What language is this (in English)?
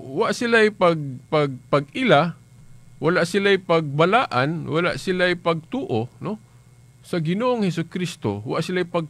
Cebuano